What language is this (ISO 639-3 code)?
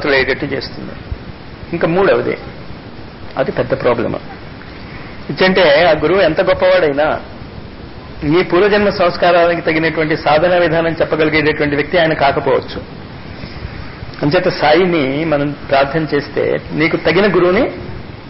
tel